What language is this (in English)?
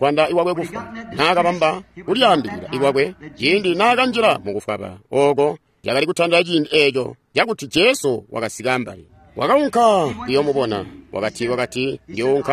Tonga (Zambia)